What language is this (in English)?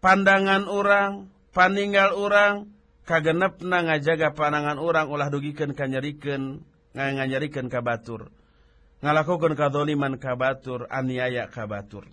Sundanese